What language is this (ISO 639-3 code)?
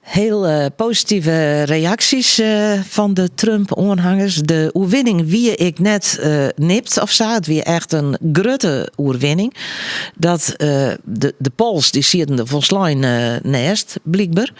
fry